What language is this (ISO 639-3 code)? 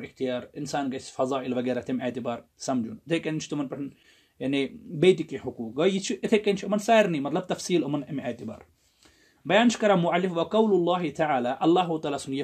kas